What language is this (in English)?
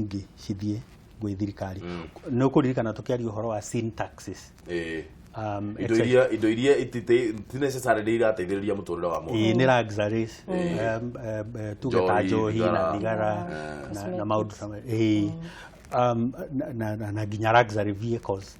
Kikuyu